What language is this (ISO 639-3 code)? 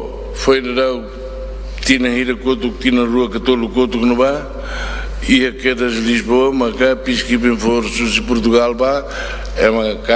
tet